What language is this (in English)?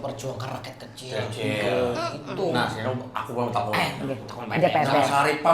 Banjar